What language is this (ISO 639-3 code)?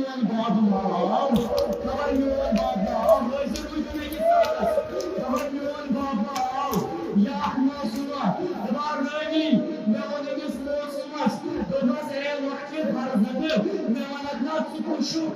kas